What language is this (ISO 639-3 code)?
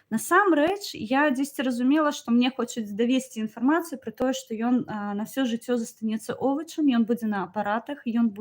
bel